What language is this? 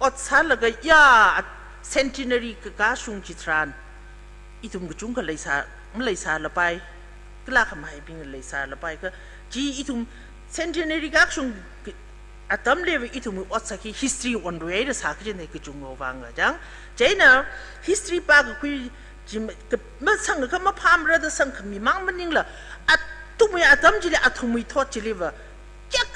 Tangkhul Naga (India)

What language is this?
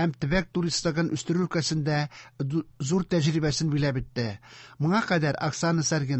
Tatar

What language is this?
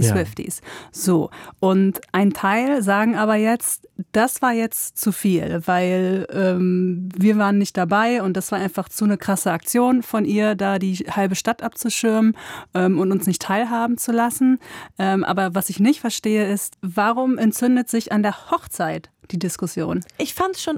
German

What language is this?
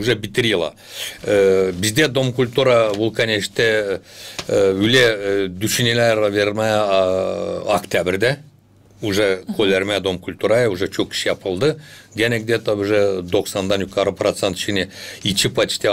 Gagauz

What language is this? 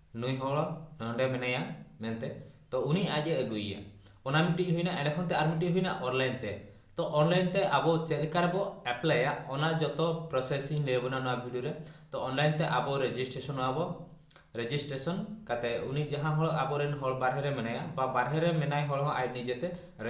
Santali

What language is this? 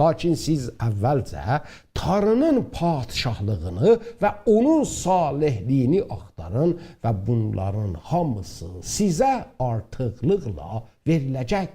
South Azerbaijani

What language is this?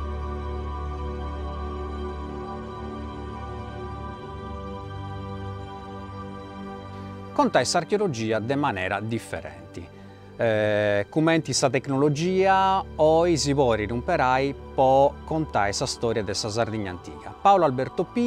Italian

